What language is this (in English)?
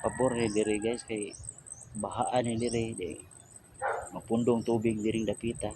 Cebuano